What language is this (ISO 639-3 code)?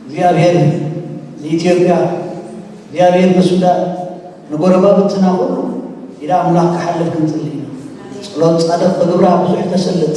tir